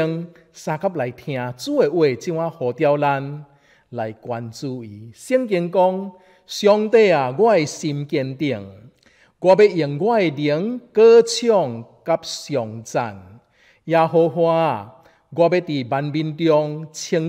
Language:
Min Nan Chinese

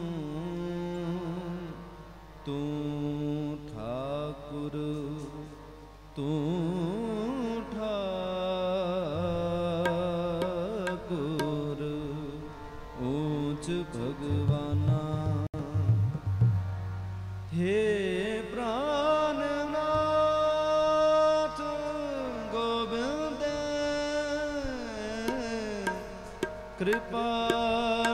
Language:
Hindi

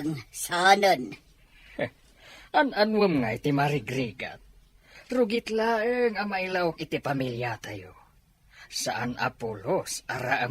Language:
Iloko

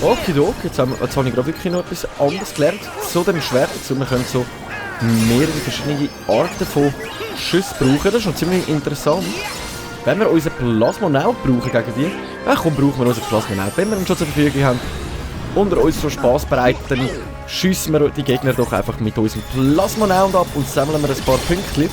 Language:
Swiss German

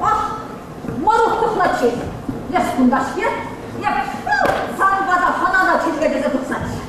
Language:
Chuvash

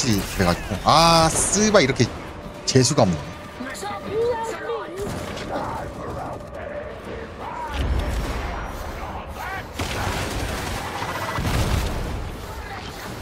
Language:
Korean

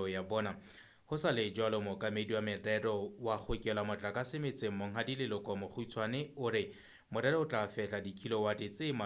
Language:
Southern Sotho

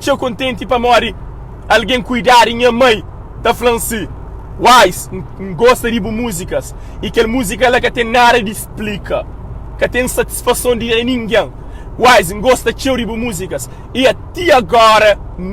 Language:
Kabuverdianu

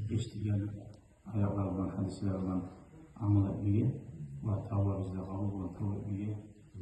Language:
Kumyk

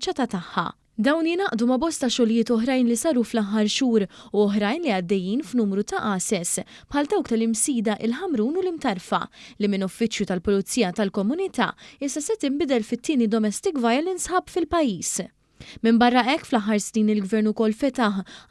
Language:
Maltese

